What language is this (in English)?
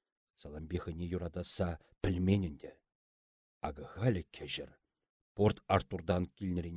Chuvash